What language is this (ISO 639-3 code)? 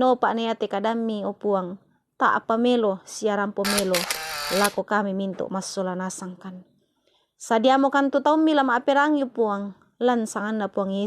sda